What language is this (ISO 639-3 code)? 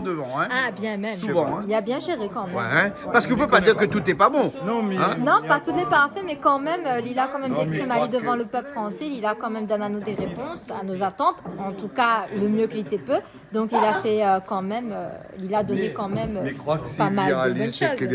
rcf